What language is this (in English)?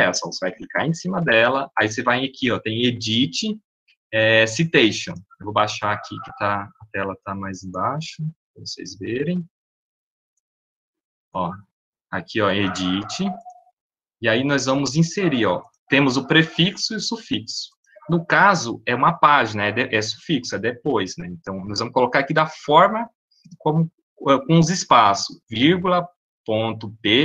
Portuguese